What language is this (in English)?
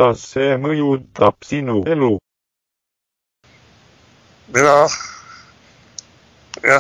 Estonian